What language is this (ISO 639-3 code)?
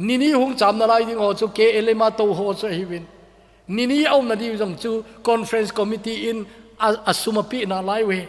tcz